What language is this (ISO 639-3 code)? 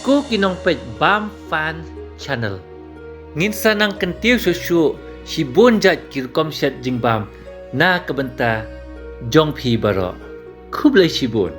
kha